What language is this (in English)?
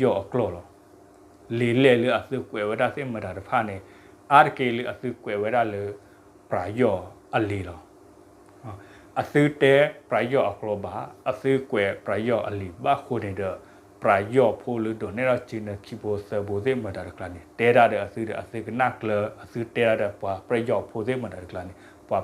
S'gaw Karen